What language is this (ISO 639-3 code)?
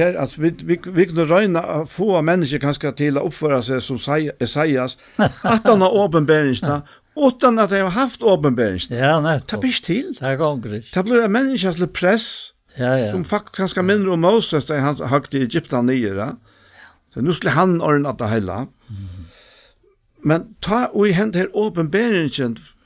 fao